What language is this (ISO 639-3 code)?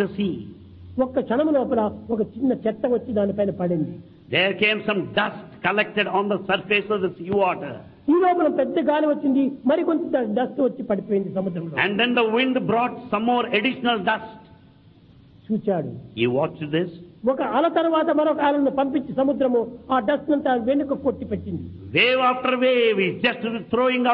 tel